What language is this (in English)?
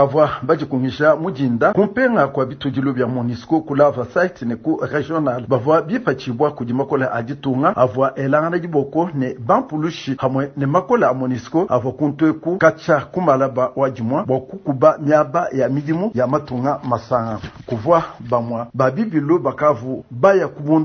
Luba-Lulua